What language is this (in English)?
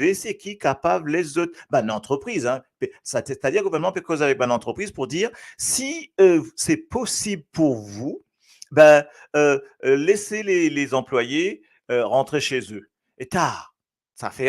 Morisyen